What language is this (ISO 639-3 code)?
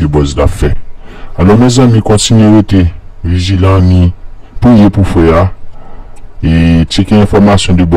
hat